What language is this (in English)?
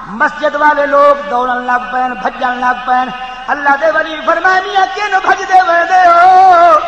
Saraiki